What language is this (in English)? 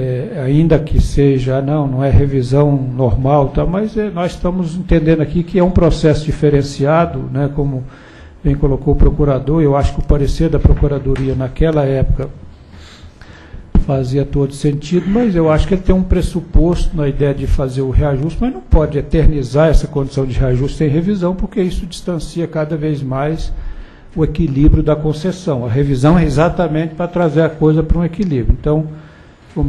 Portuguese